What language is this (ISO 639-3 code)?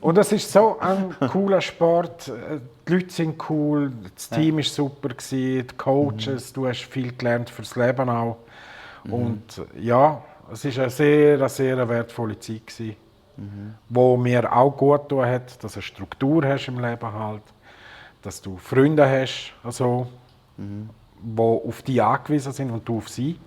gsw